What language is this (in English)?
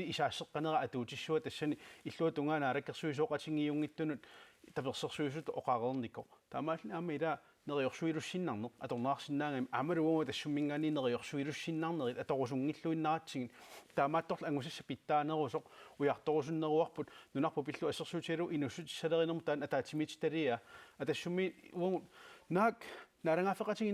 Kalaallisut